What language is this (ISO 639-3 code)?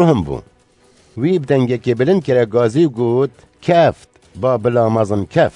kur